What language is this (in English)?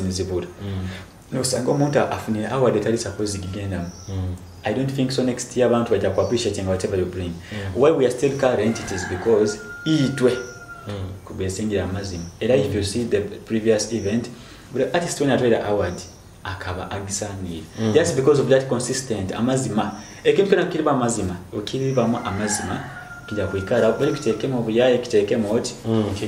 Nyoro